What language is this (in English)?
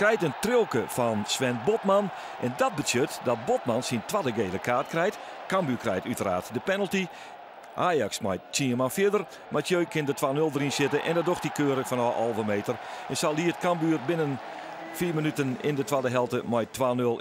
Western Frisian